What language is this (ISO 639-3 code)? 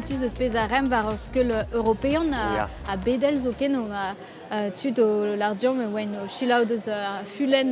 bre